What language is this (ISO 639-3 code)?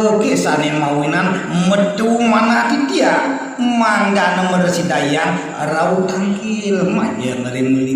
ban